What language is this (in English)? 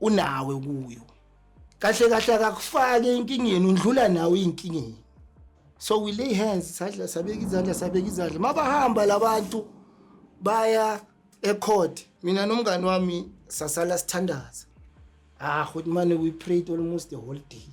Zulu